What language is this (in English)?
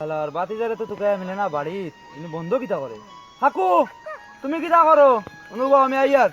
Sylheti